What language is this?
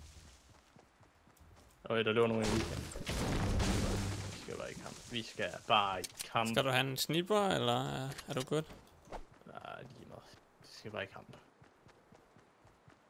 Danish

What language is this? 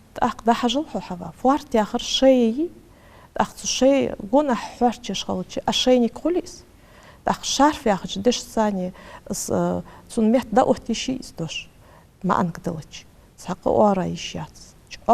Ingush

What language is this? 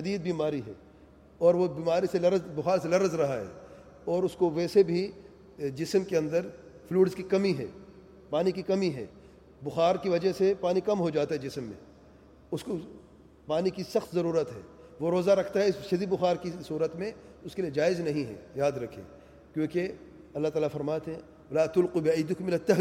Urdu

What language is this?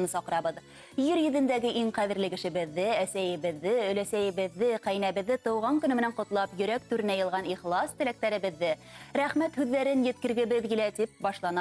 Bashkir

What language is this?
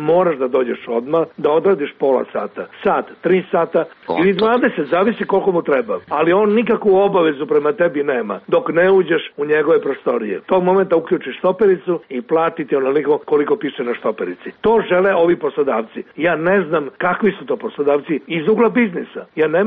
Serbian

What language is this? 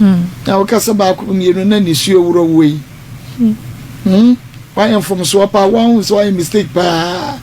Akan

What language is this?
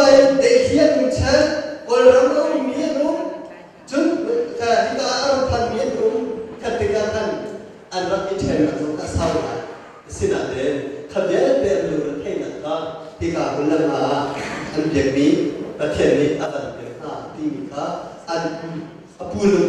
Hakha Chin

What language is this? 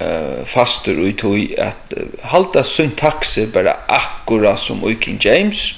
Faroese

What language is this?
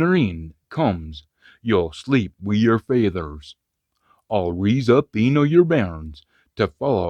Scots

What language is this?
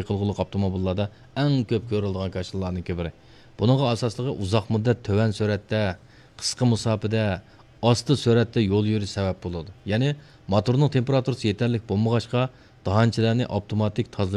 Uyghur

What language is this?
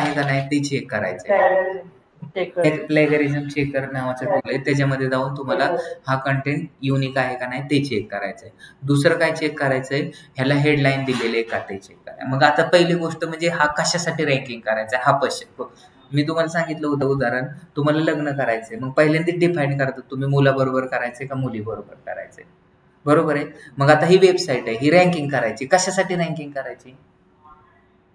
Marathi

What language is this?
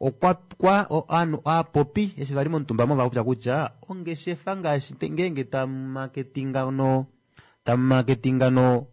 Kuanyama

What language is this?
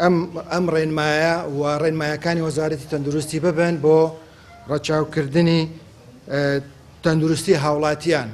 Central Kurdish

